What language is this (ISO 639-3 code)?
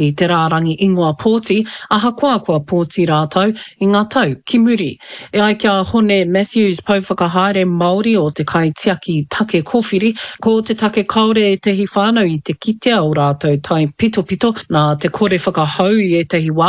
mri